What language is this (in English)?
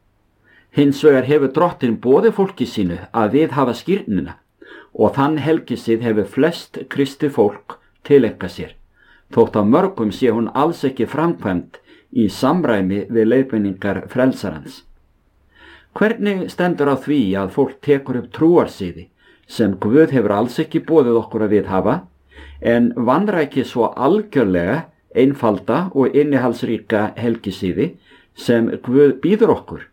Icelandic